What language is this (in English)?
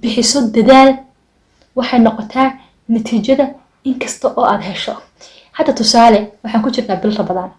Somali